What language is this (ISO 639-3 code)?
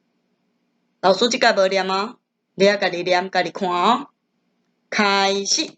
nan